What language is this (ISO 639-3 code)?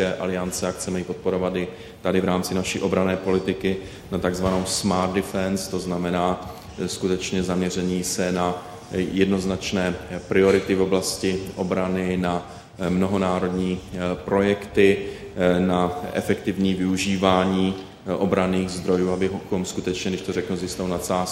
ces